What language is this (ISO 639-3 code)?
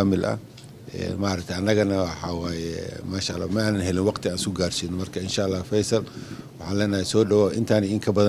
som